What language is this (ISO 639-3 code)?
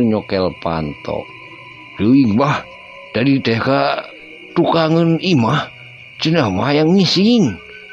sun